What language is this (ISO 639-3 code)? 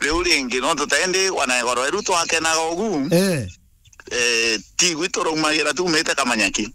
mer